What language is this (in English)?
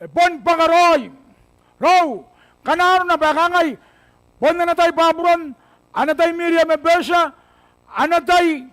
Gilbertese